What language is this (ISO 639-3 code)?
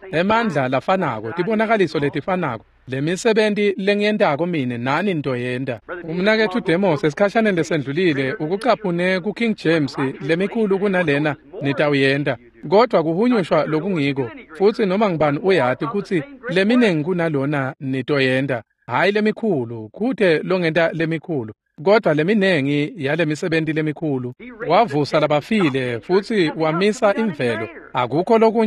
ssw